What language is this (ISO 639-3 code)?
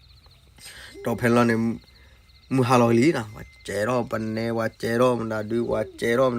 ksw